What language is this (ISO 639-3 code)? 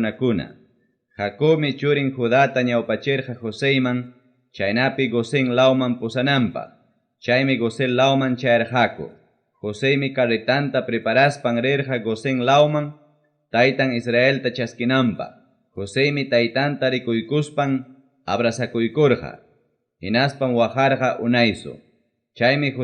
quy